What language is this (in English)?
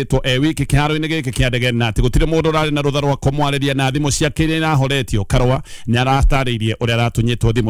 Kikuyu